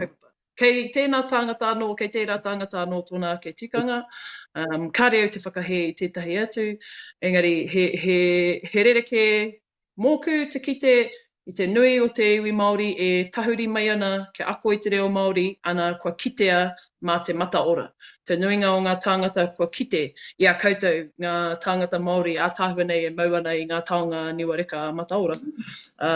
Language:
Māori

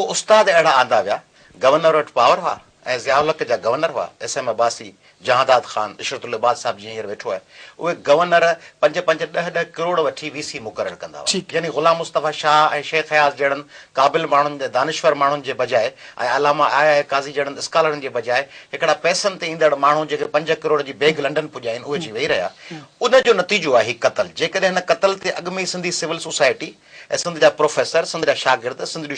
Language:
Sindhi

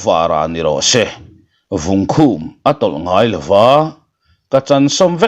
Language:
Mizo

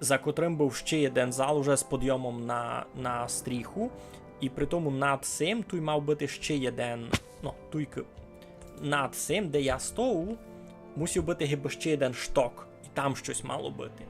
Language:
Rusyn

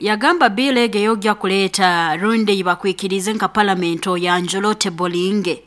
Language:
Nyoro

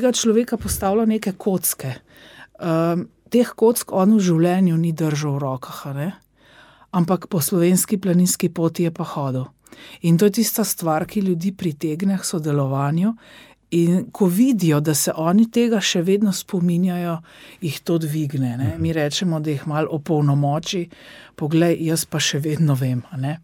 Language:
Slovenian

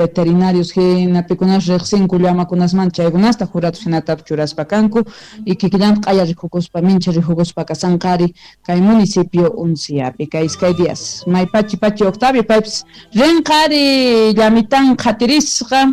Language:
South Bolivian Quechua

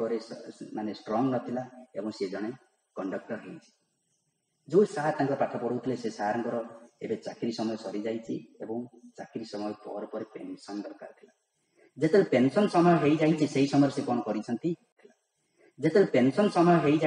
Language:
Odia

